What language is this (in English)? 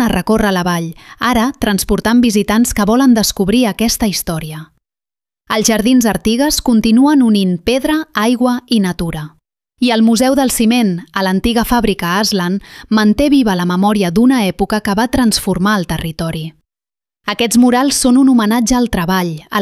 Catalan